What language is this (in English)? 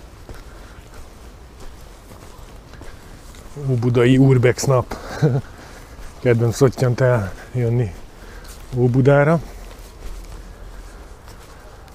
Hungarian